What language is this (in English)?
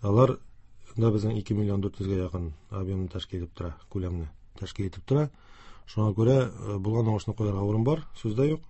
Tatar